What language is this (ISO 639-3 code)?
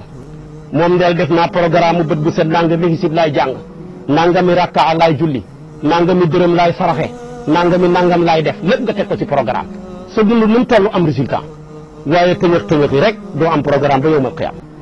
wol